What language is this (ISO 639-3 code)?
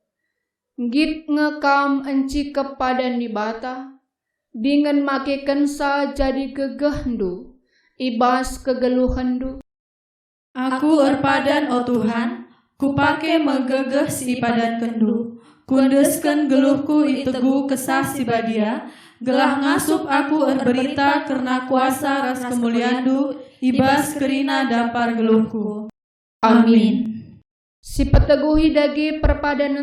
btx